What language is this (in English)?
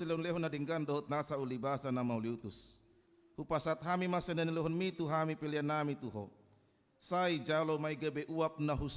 Batak Toba